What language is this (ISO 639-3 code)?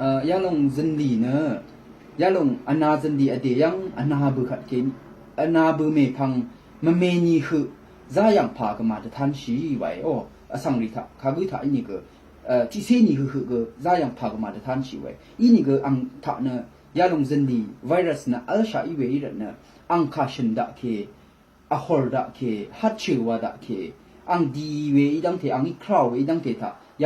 raw